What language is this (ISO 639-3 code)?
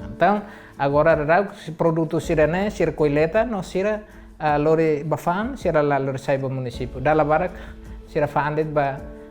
tet